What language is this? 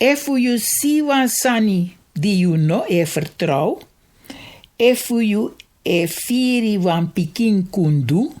Sranan Tongo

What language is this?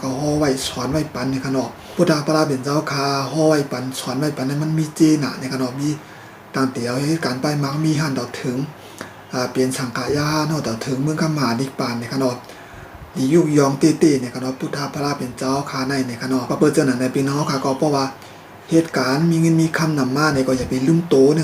Shan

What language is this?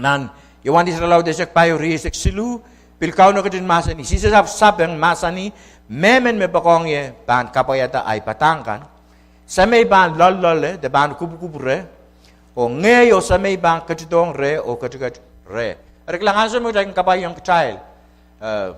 Pohnpeian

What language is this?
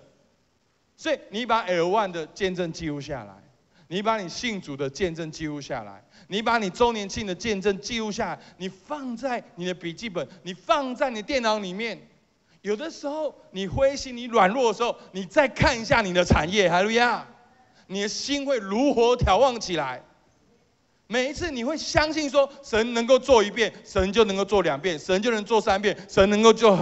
Chinese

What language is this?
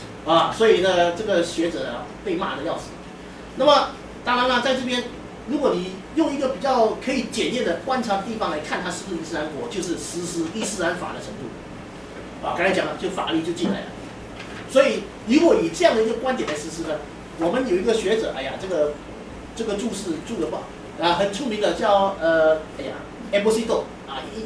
Chinese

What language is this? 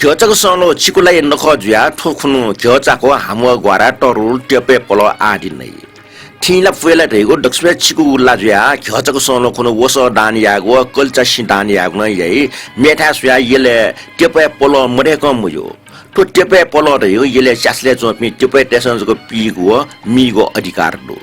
Newari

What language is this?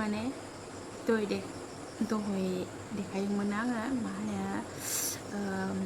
Bodo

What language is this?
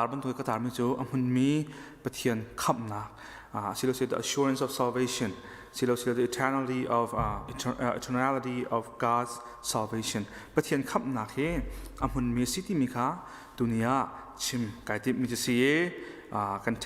Hakha Chin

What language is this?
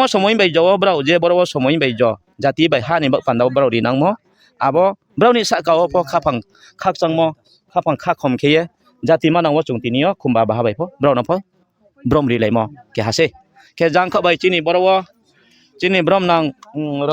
Riang (India)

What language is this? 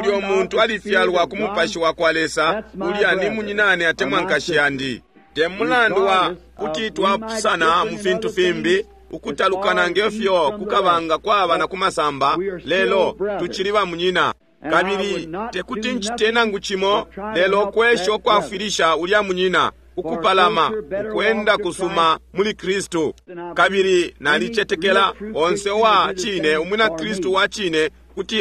Bemba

